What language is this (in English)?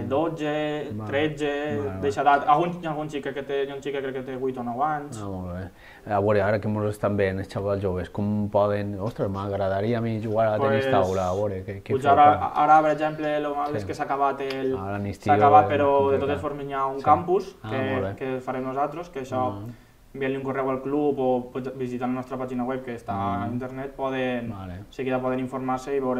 Catalan